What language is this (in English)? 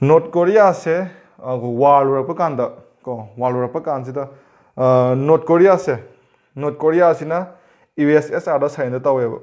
Manipuri